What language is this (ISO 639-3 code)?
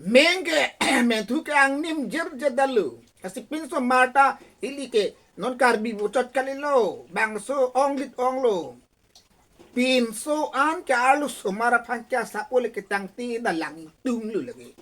mjw